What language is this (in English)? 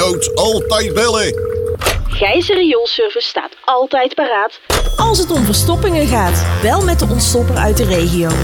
Dutch